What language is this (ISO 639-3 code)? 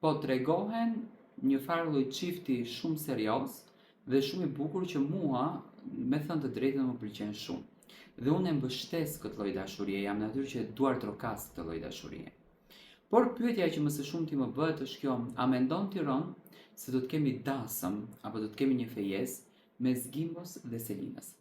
sqi